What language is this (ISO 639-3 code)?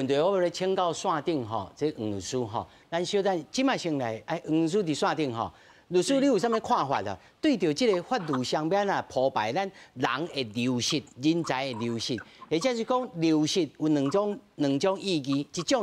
nan